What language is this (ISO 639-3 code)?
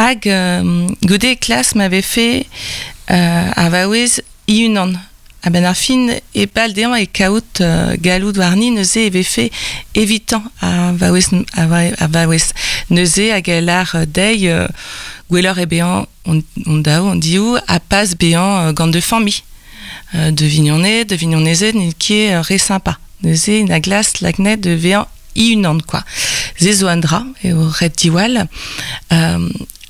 bre